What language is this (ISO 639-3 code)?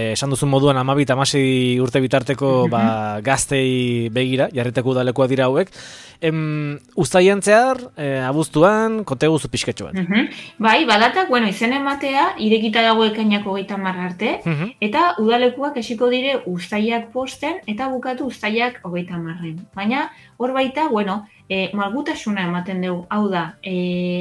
eus